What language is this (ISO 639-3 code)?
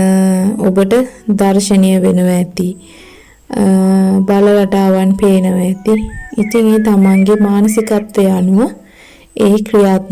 sin